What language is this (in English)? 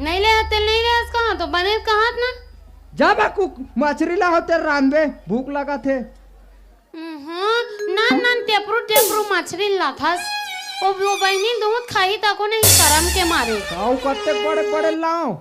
Chhattisgarhi